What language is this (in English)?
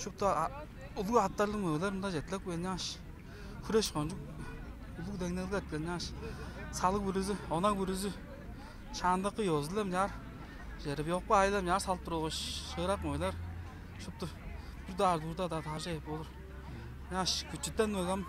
Tuvinian